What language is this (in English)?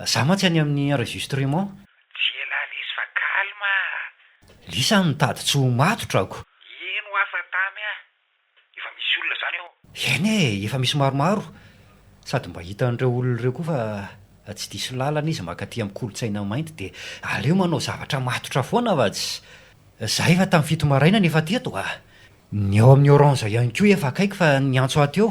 Malagasy